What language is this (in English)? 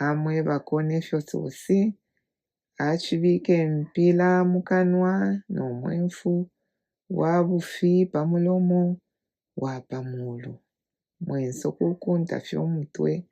Bemba